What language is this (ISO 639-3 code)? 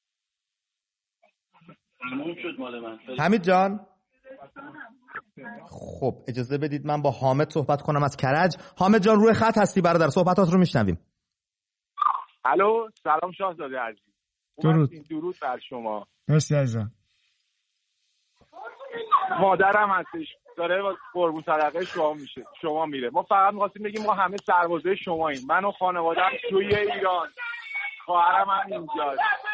fas